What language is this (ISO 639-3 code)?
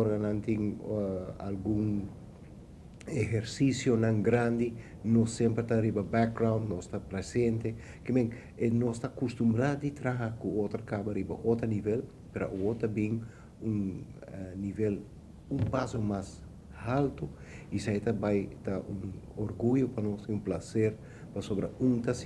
pap